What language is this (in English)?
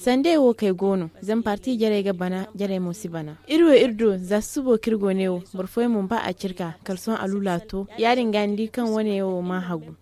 Zarma